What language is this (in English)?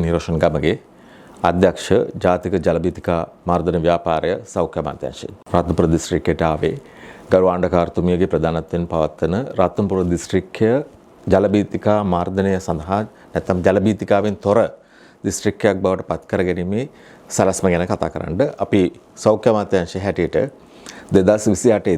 Sinhala